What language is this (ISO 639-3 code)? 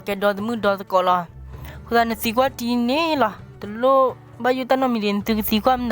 ksw